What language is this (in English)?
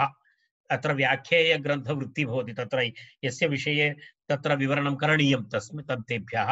Sanskrit